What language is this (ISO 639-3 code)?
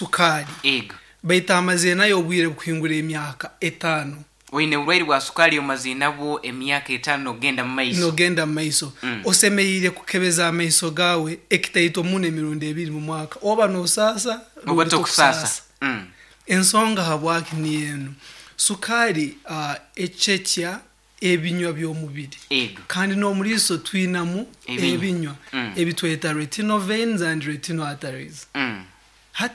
nyn